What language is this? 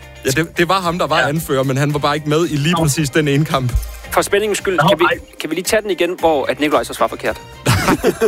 Danish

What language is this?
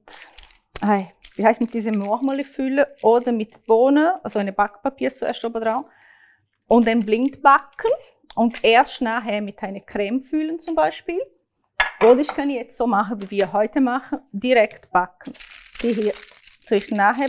Swiss German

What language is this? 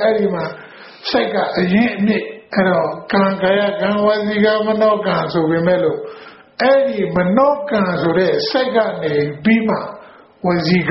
Burmese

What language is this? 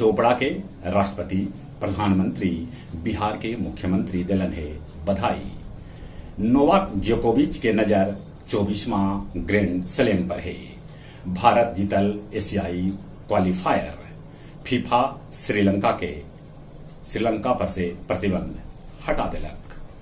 Magahi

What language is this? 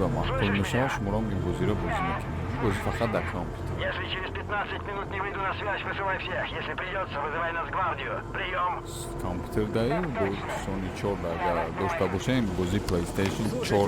Tajik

